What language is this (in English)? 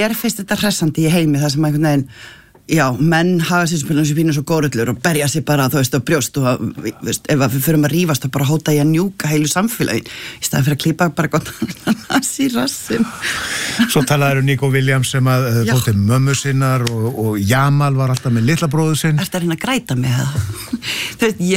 Icelandic